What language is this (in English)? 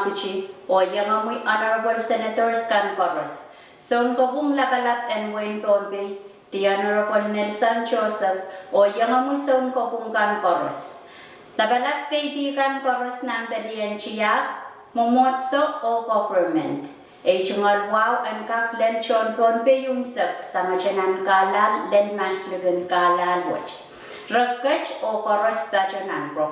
Pohnpeian